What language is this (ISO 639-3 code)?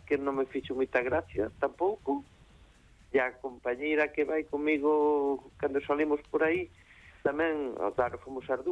glg